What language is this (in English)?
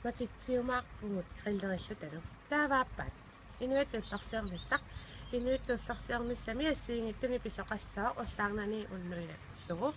Kalaallisut